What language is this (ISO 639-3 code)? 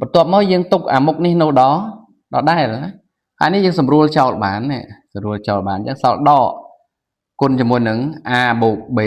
khm